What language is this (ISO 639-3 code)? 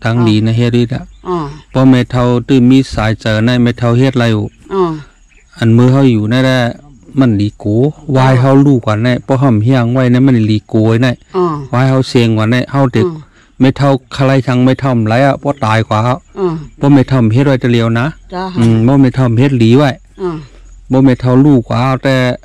shn